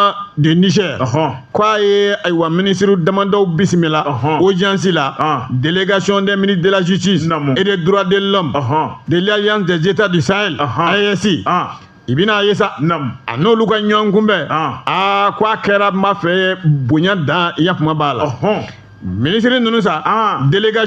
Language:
Bambara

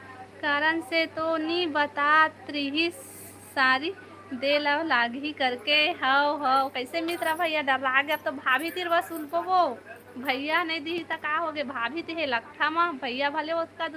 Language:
Chhattisgarhi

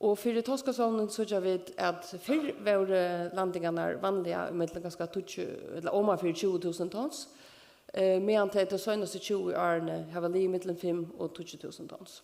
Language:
Faroese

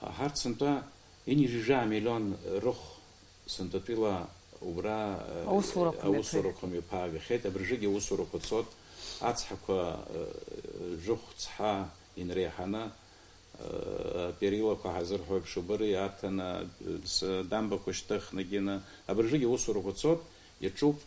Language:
Abkhazian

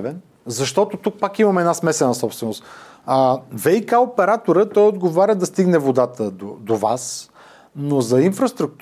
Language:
Bulgarian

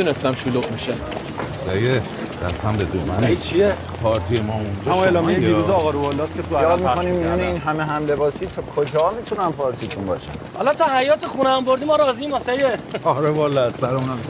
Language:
Persian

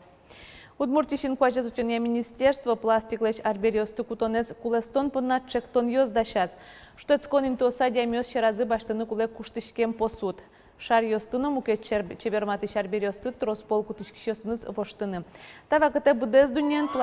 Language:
Udmurt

